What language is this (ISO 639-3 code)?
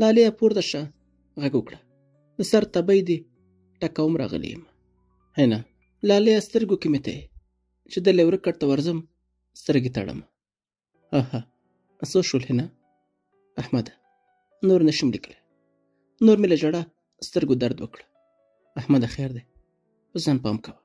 pus